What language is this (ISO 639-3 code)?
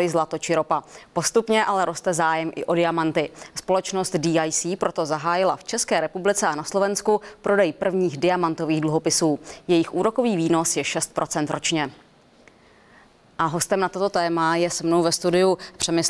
ces